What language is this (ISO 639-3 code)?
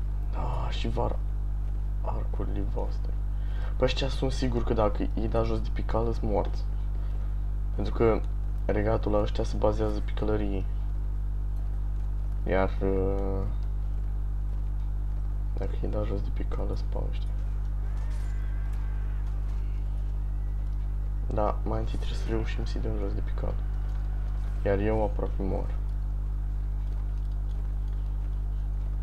ron